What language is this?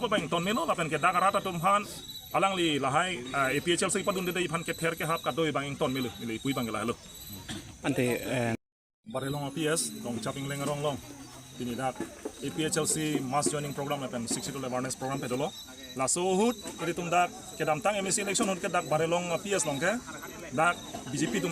Karbi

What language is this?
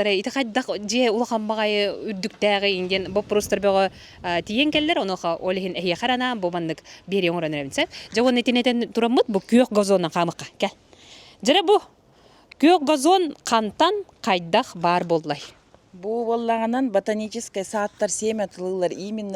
Yakut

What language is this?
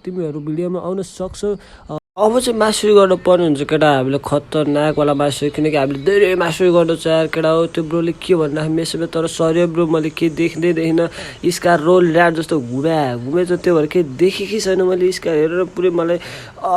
Nepali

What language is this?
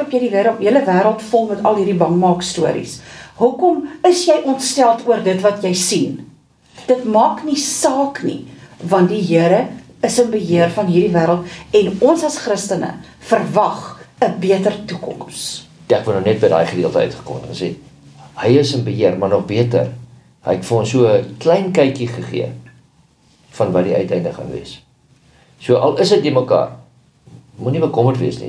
Afrikaans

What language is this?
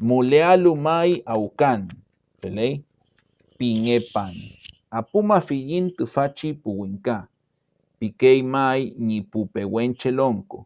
Mapuche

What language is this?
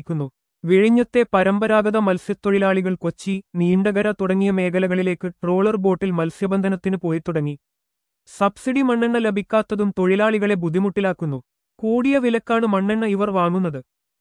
Malayalam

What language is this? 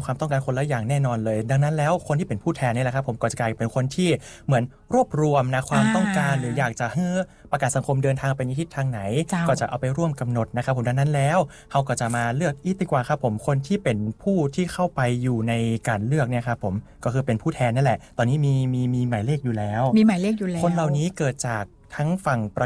Thai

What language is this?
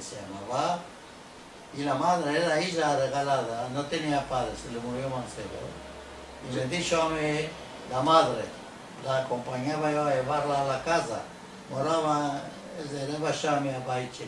Ladino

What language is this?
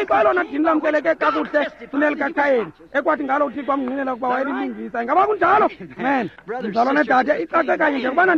Xhosa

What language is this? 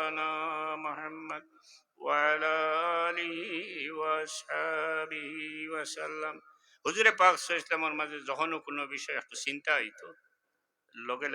Sylheti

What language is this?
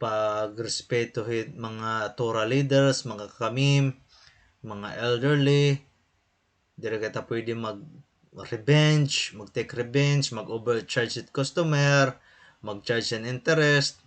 Waray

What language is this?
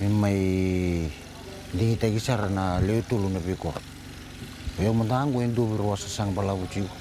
Fijian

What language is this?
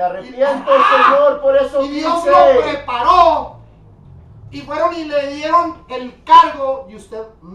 Spanish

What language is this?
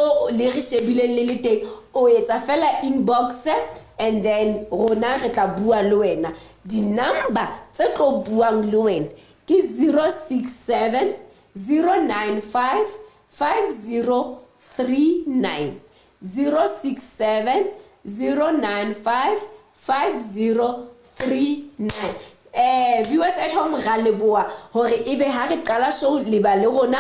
Southern Sotho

